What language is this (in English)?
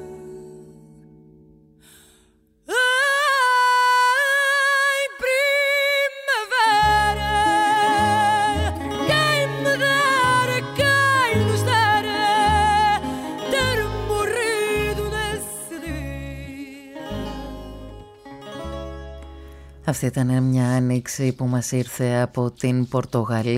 Greek